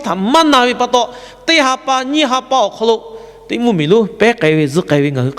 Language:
Lahu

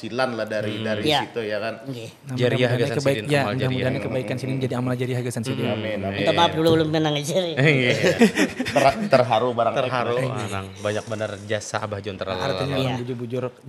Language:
Banjar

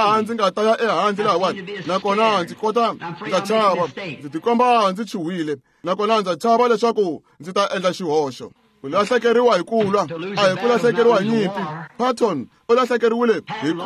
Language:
Tsonga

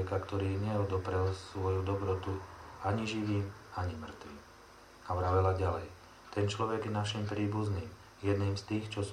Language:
Slovak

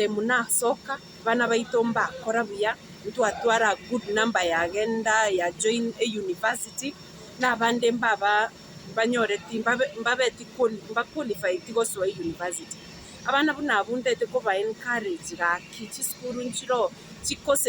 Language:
Gusii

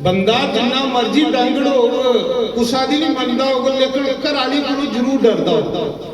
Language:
Dogri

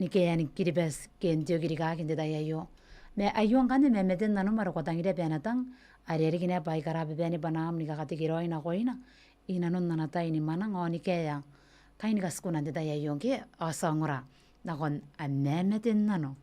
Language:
Gilbertese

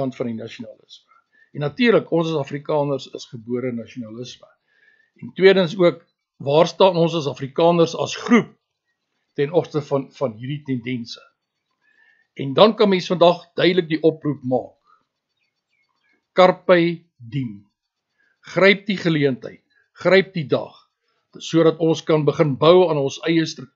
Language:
Afrikaans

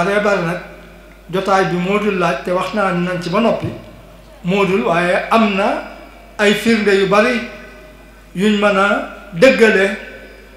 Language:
Wolof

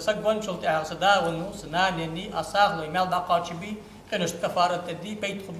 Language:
Ingush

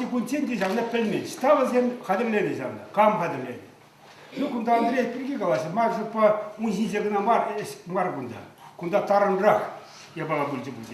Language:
Chuvash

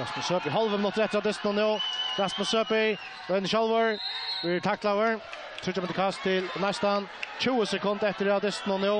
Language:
Faroese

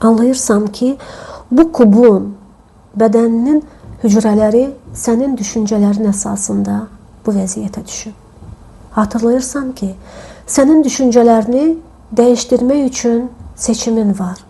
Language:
Azerbaijani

